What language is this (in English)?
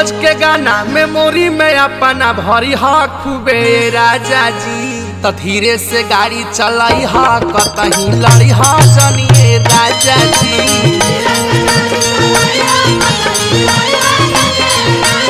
Bhojpuri